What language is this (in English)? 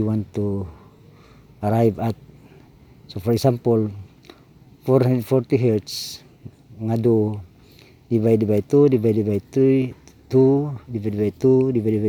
Cebuano